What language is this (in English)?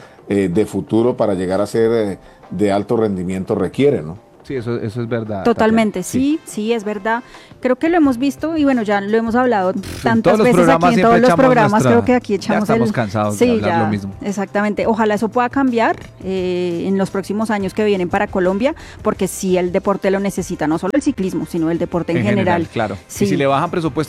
Spanish